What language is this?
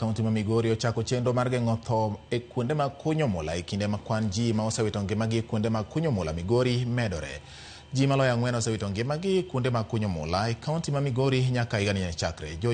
Luo (Kenya and Tanzania)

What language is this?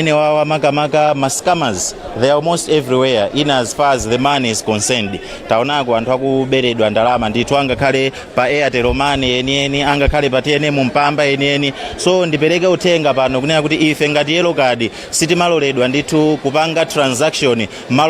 Nyanja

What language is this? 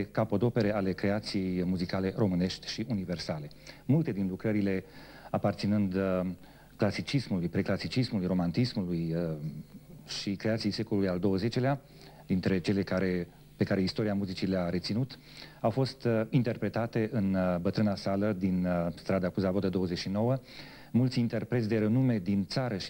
Romanian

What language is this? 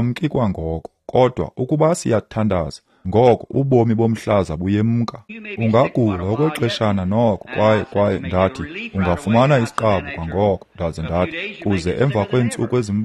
Xhosa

